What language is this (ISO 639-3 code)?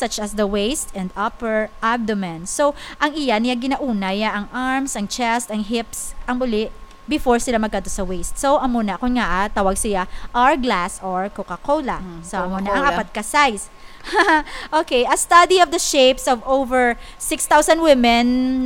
hil